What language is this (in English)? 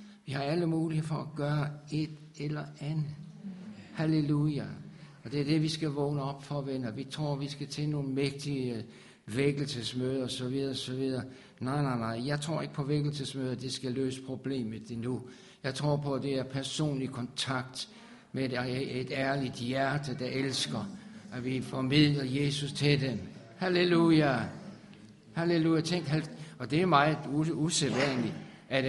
Danish